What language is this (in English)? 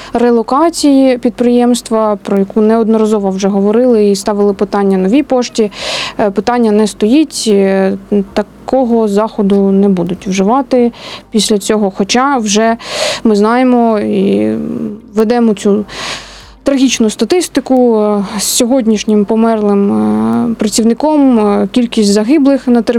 Ukrainian